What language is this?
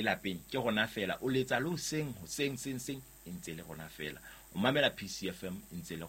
Southern Sotho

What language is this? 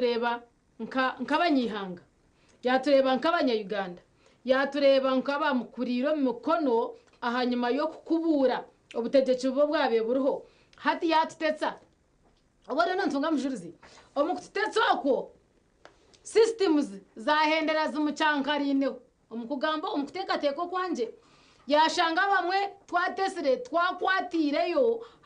Nyankole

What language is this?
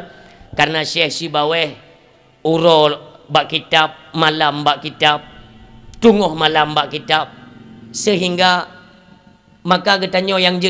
Achinese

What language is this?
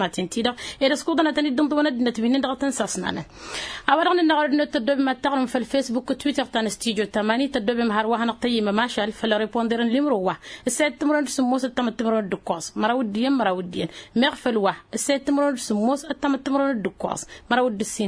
Tamasheq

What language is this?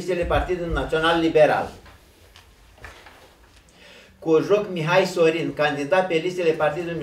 Romanian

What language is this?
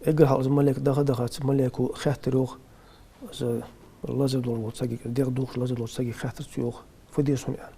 Ingush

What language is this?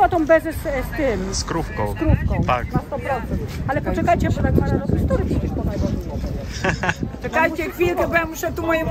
Polish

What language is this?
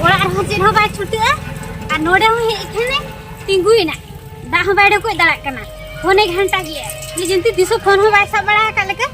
Santali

